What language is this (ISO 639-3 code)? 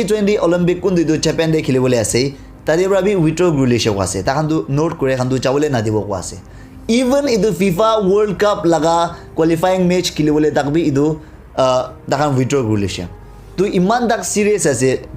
nag